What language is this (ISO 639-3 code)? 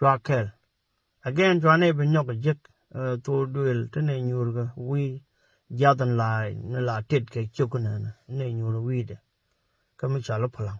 nus